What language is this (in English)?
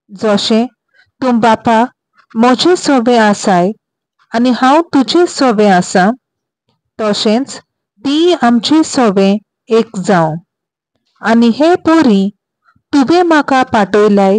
Konkani